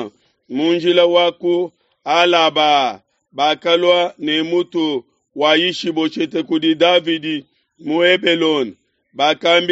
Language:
Luba-Lulua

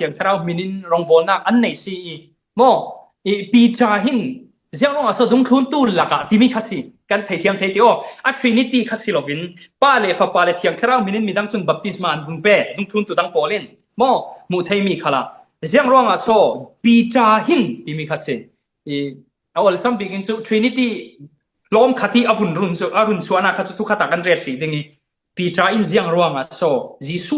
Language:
Falam Chin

